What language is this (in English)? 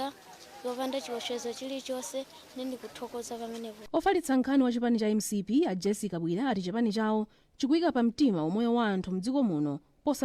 Nyanja